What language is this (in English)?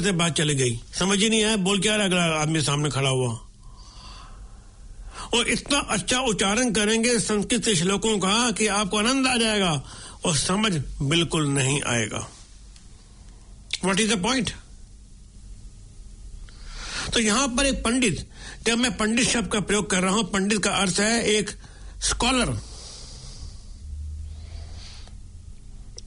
Hindi